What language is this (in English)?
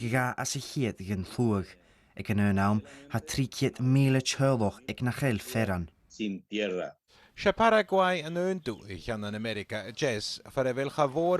Scottish Gaelic